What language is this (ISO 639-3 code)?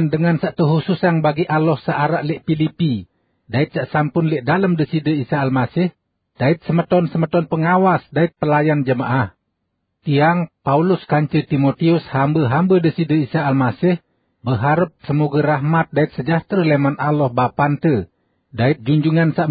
sas